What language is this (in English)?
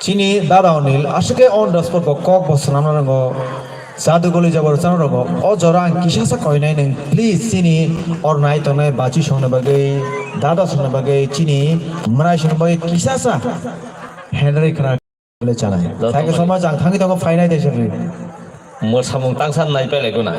Kok Borok